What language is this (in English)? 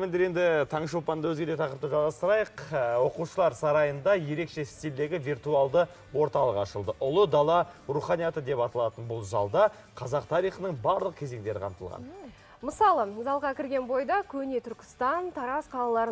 Kazakh